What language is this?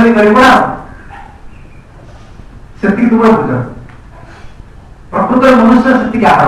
Odia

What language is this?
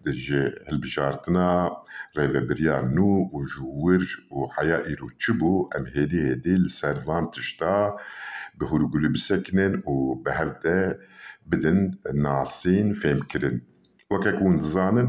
Kurdish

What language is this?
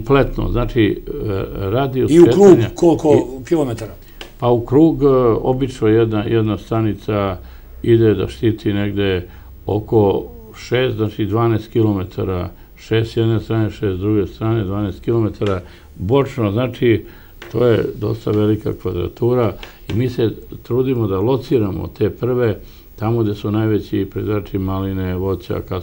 Serbian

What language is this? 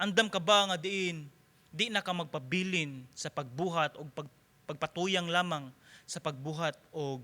Cebuano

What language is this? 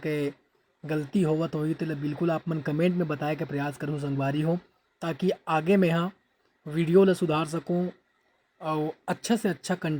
Chhattisgarhi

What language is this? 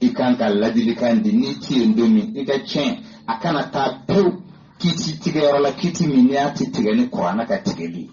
Bambara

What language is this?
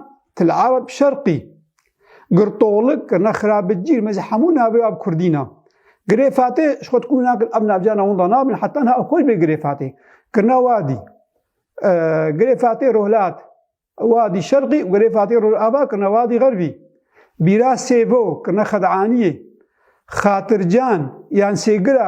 Kurdish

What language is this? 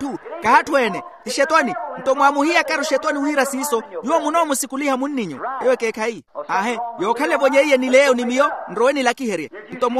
Makhuwa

